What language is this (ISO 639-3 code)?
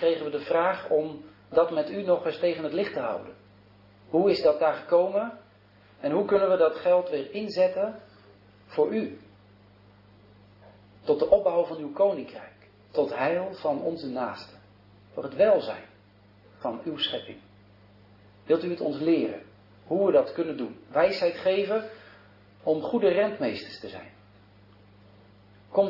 nld